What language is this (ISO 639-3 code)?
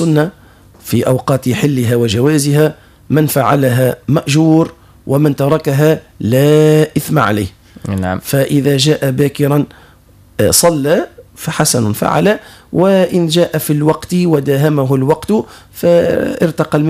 ara